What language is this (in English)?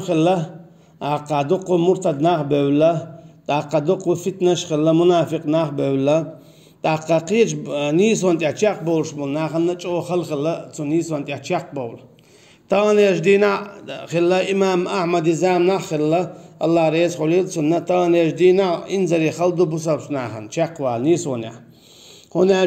Chechen